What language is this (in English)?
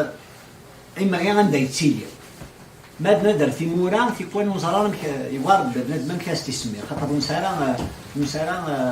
Kabyle